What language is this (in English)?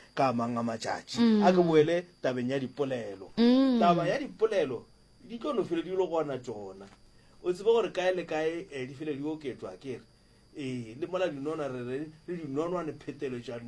Northern Sotho